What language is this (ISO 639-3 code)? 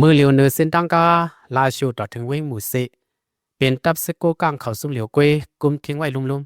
lao